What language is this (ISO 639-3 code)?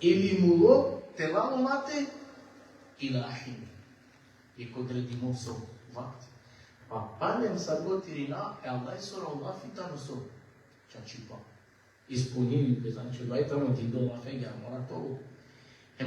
rmn